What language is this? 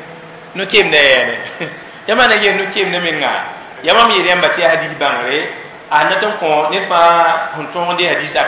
Mossi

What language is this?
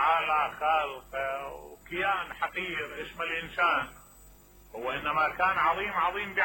Mesopotamian Arabic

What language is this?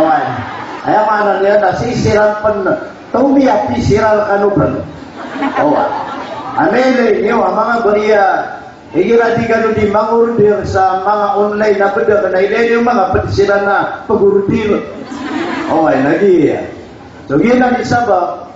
Maranao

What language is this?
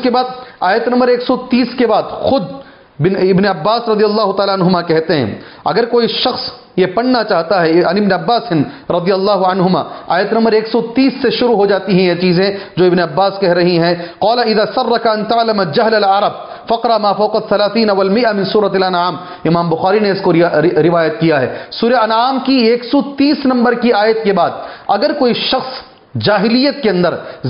Urdu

